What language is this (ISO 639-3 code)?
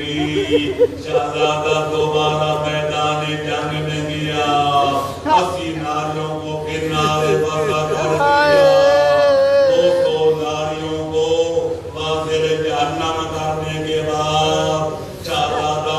urd